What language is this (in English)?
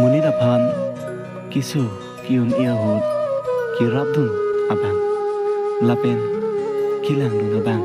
Karbi